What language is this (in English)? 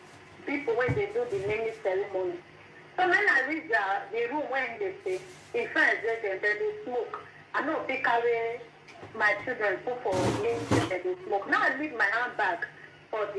Nigerian Pidgin